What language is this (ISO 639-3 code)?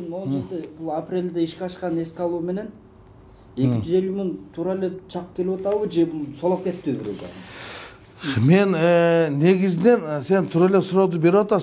kir